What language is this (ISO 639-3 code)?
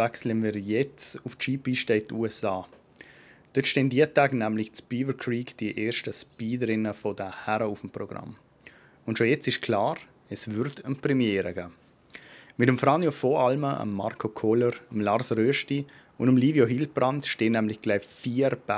gsw